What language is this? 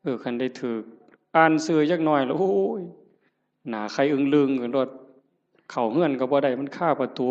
Northeastern Thai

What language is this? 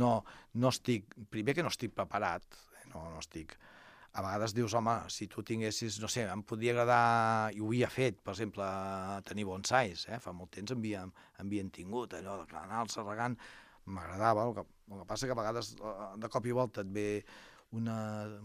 Catalan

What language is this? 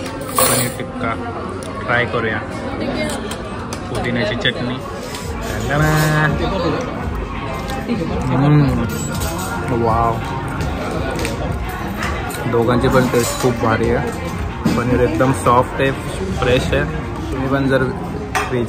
Marathi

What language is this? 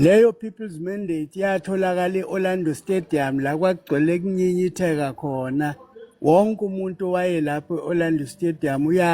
Zulu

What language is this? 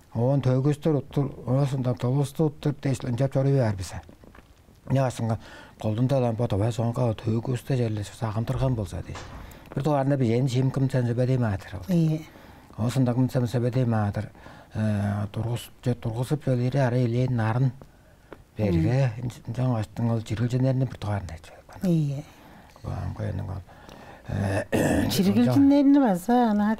Tuvinian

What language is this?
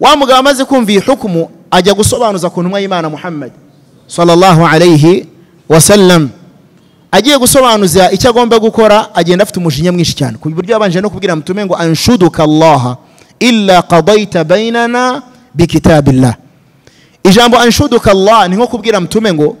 Kinyarwanda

